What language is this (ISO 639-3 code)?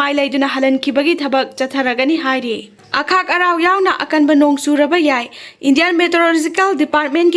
mni